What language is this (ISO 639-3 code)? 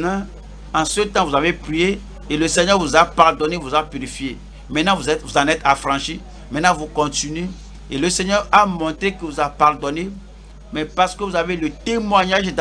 fra